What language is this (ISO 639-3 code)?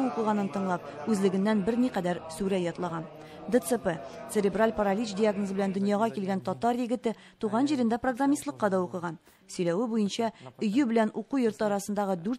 tat